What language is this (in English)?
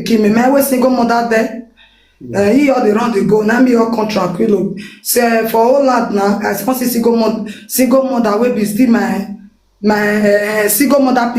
Nigerian Pidgin